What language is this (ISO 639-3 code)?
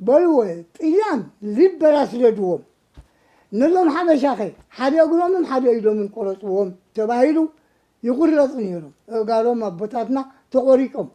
tir